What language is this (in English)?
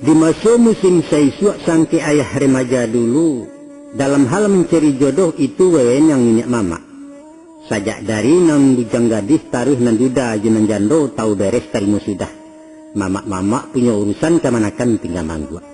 Minangkabau